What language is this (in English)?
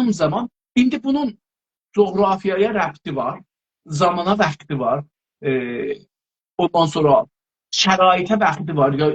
South Azerbaijani